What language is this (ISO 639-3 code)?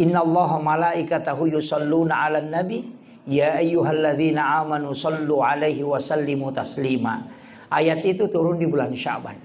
bug